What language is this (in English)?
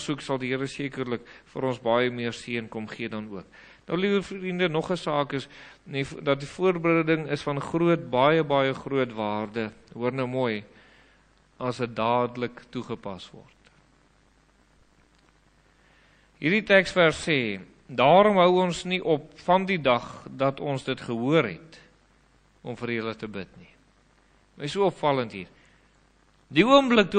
Afrikaans